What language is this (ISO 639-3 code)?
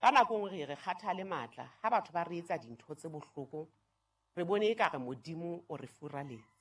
sot